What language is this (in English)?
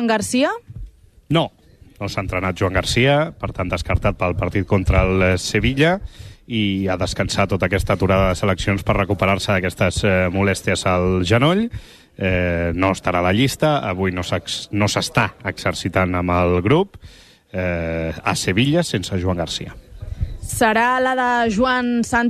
Catalan